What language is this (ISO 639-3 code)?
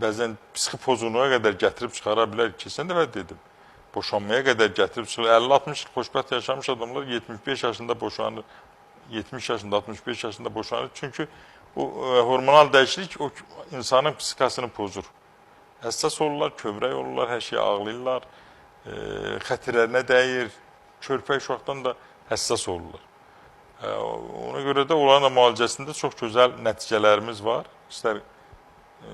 aze